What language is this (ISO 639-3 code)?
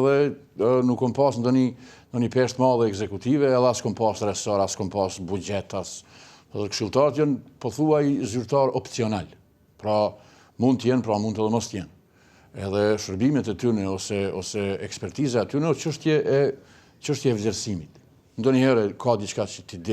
sqi